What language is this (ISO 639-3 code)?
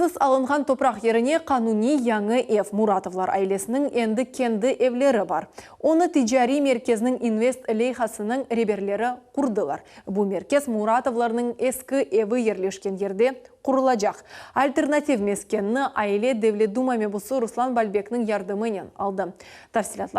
crh